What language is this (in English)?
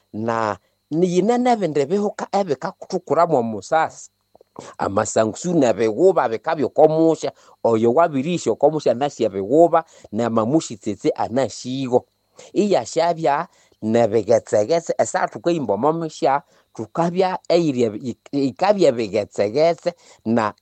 Nande